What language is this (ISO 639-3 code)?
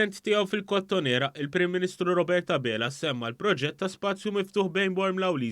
mlt